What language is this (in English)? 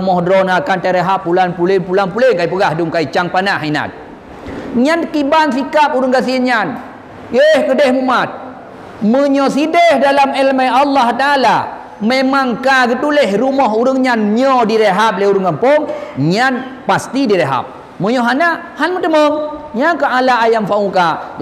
Achinese